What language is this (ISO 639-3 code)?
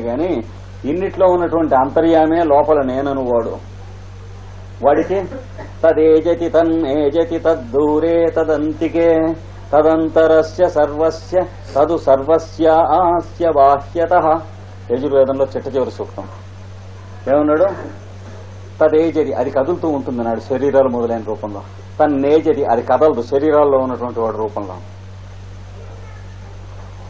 tel